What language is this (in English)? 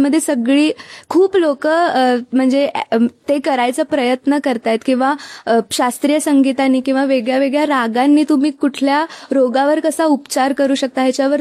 Marathi